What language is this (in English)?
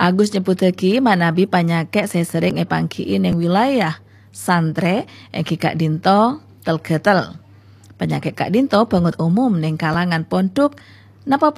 Madurese